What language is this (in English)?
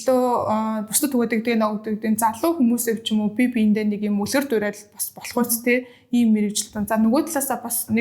Mongolian